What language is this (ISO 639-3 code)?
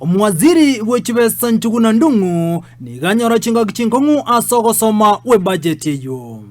guz